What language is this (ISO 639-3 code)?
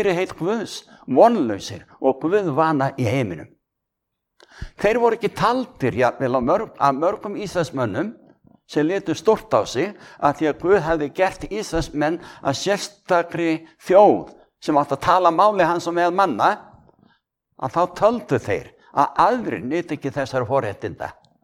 isl